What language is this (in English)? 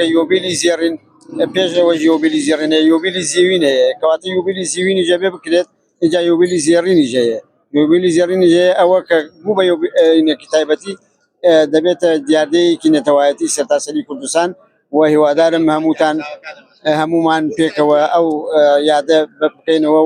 Central Kurdish